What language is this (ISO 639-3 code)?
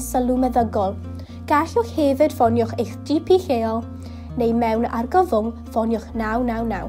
cym